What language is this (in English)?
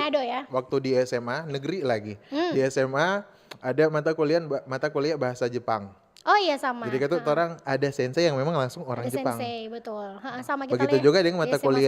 Manado Malay